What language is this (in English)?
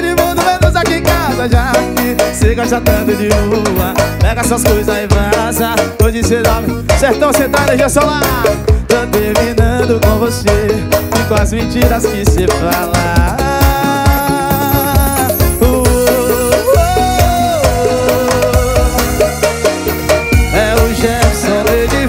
Portuguese